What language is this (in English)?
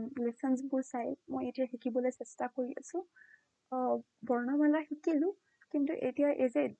Assamese